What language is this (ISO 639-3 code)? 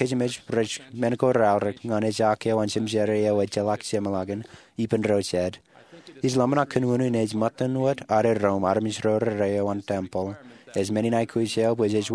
mah